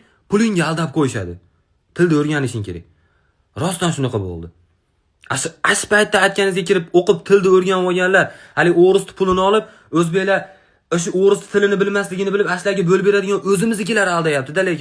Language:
Uzbek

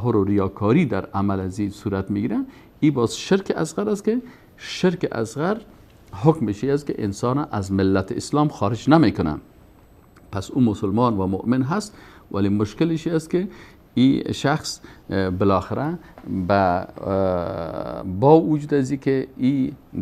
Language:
Persian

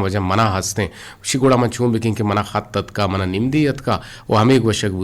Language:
Eastern Balochi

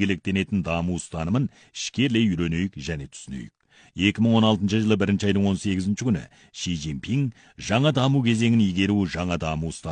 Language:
Kazakh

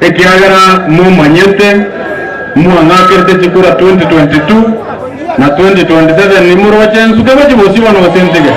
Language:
Gusii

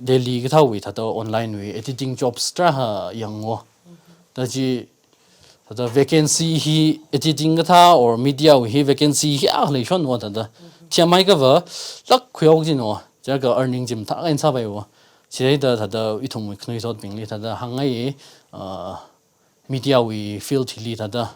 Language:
Tangkhul Naga (India)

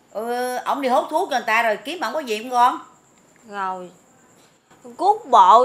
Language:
Vietnamese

